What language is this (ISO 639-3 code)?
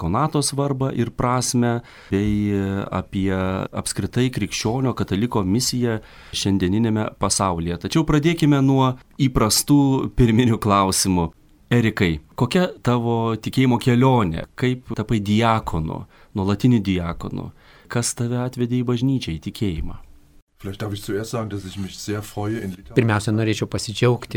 lit